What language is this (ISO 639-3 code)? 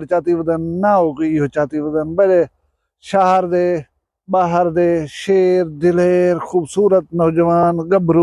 skr